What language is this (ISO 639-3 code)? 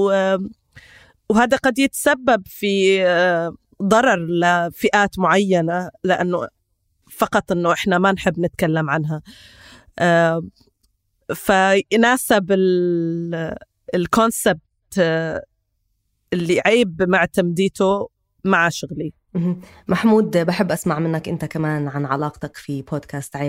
apc